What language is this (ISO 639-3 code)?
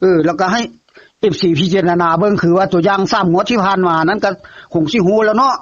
tts